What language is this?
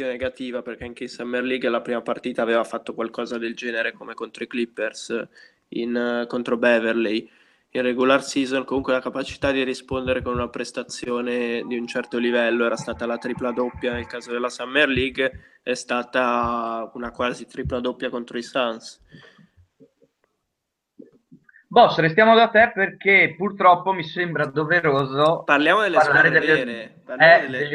Italian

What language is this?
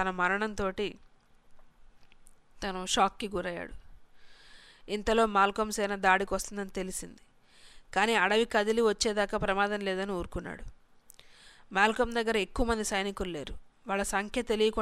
Telugu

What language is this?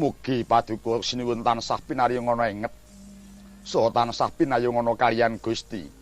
Javanese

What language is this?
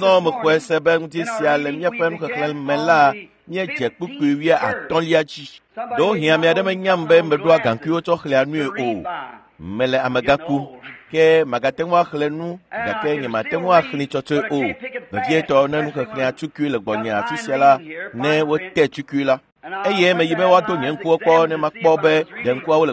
Ewe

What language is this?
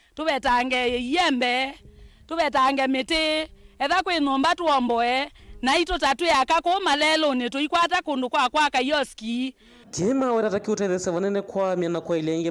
Kamba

